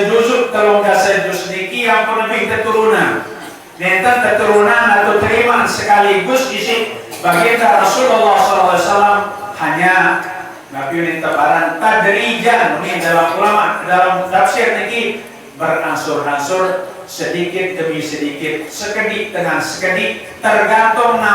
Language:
Sasak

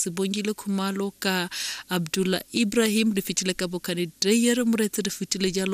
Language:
Tswana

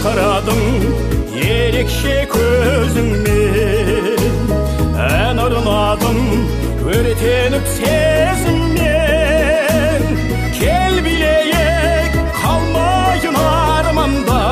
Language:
Kara-Kalpak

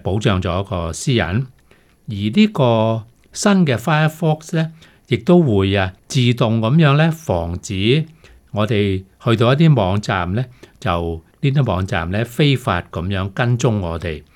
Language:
Cantonese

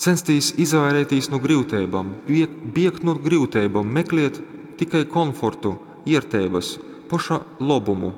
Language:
Latgalian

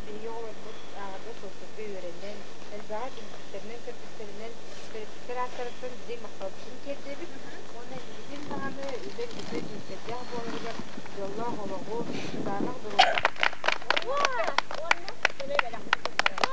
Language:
Yakut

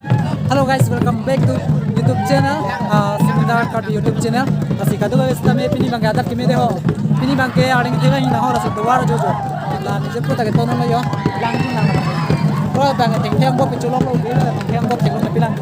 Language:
Karbi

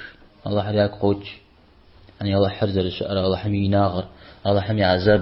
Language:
Kabardian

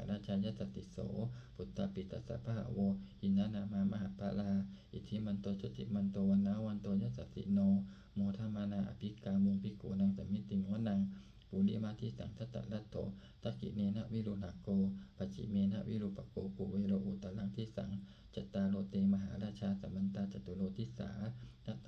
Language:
Pali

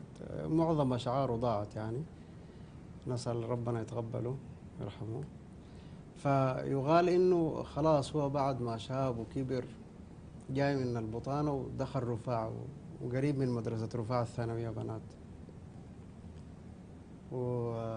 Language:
Sudanese Arabic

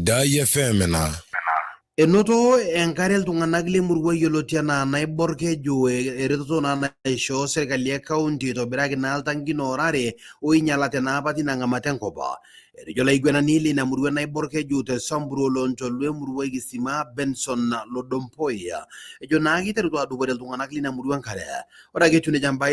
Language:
Masai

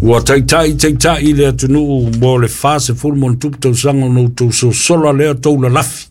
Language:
Samoan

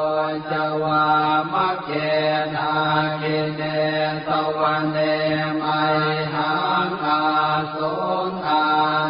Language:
Pali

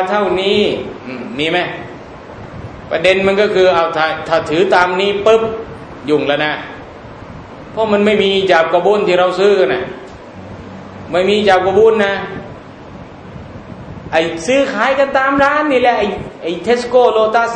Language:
Thai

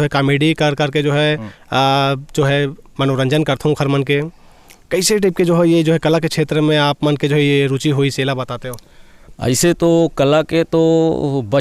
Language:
Chhattisgarhi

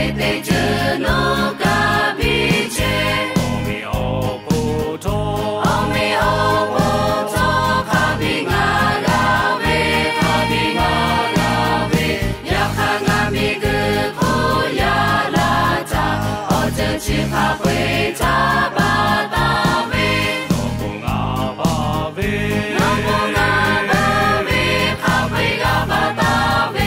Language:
Lahu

